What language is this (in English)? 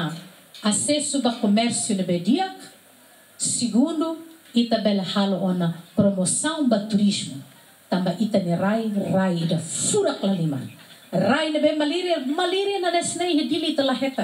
Tetum